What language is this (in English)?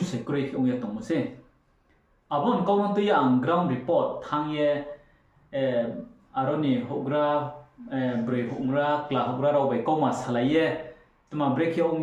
Riang (India)